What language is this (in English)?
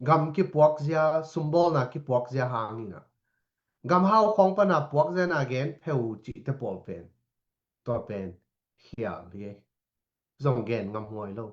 Tedim Chin